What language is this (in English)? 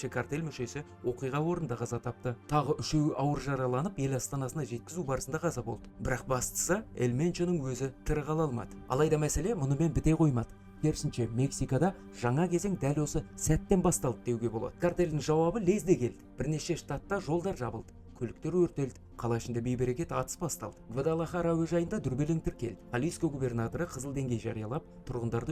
Kazakh